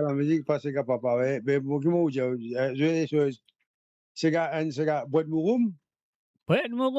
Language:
Morisyen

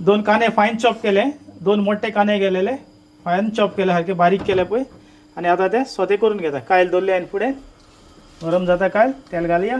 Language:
Konkani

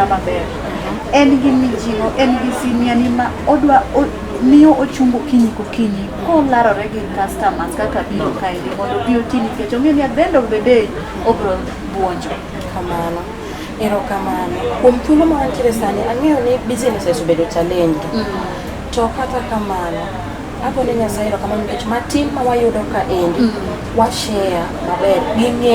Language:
Luo (Kenya and Tanzania)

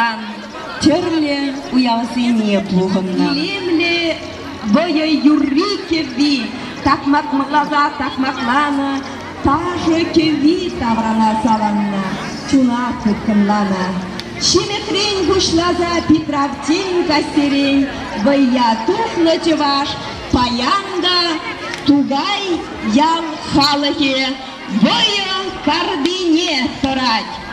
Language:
Chuvash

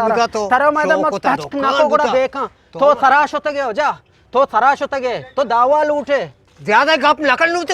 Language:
Eastern Balochi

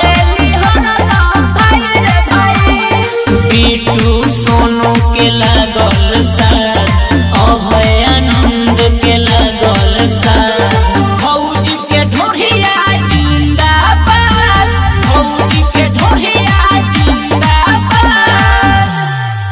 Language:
Bhojpuri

